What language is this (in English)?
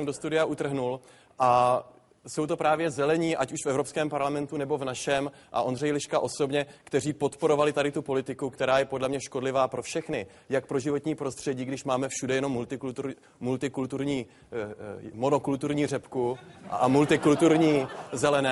Czech